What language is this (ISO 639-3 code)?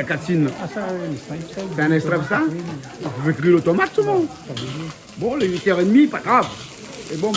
rcf